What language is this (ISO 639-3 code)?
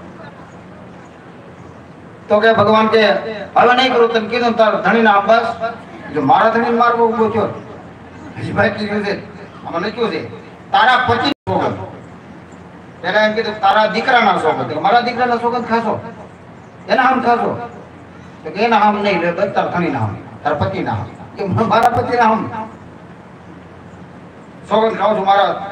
guj